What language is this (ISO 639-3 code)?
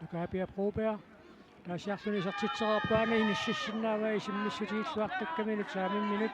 kal